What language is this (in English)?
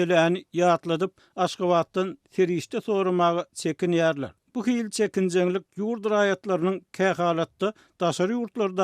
Turkmen